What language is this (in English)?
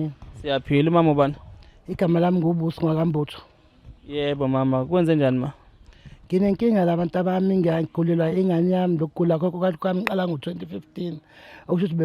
Zulu